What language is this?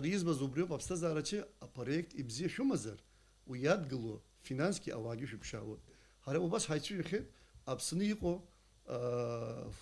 Abkhazian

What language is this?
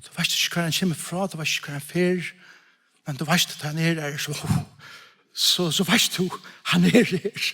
Faroese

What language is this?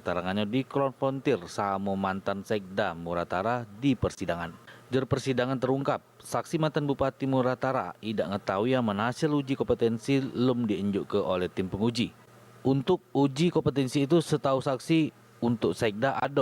Musi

